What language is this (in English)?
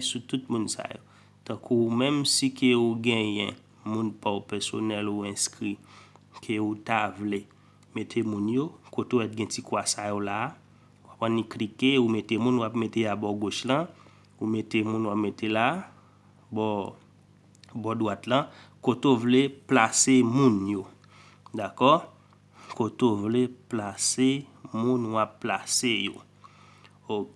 Haitian Creole